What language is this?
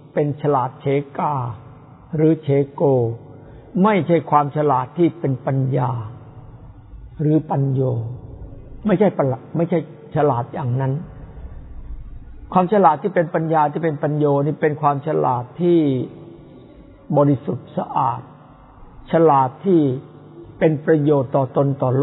Thai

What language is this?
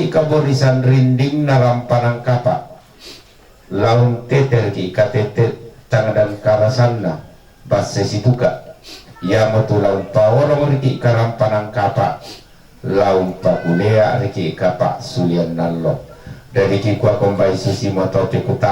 Toraja-Sa'dan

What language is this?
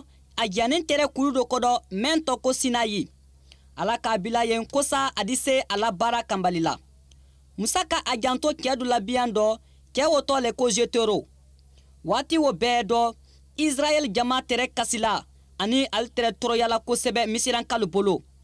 Bambara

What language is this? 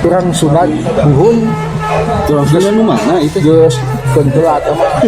Sundanese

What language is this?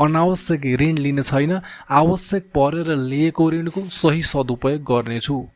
Nepali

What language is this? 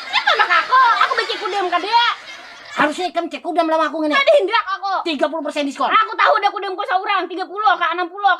Banjar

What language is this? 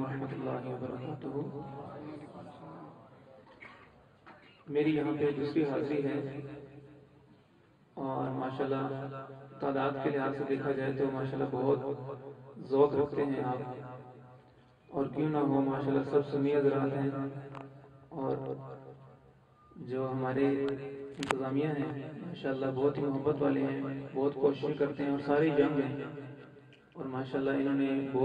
Urdu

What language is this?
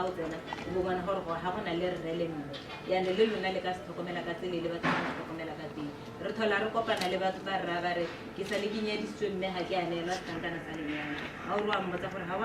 Tswana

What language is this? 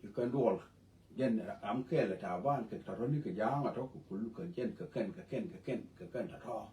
Nuer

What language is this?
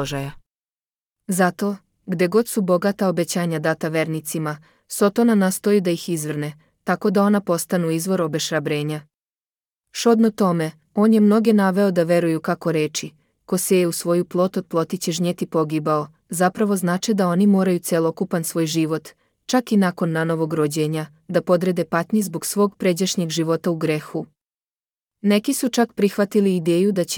Serbian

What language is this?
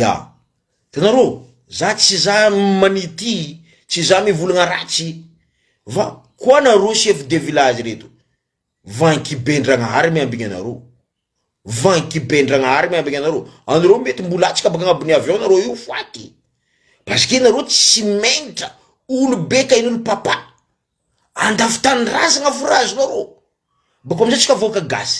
Malagasy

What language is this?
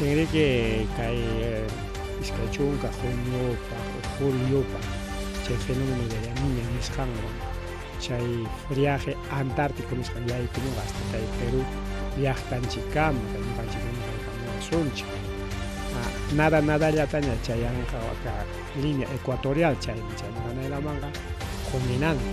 Ayacucho Quechua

